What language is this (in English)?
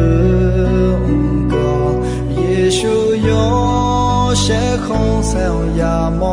Akha